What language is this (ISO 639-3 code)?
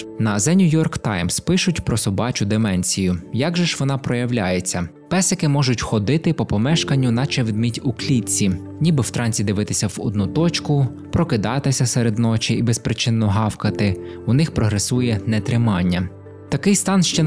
ukr